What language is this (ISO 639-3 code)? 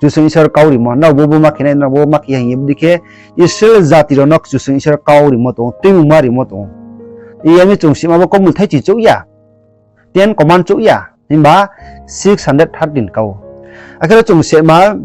ria